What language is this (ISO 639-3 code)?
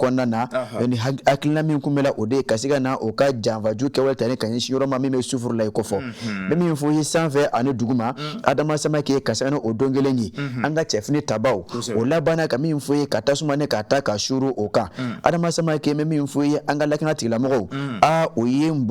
bam